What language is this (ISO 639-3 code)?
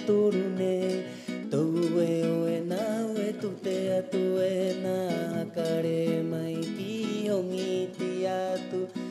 rap